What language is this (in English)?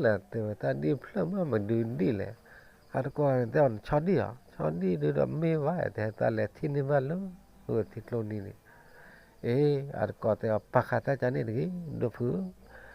S'gaw Karen